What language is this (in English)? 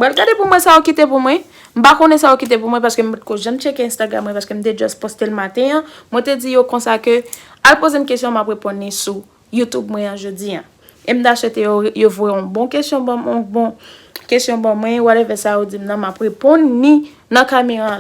Haitian Creole